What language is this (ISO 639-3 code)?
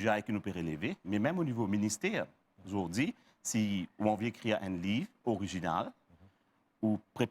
mfe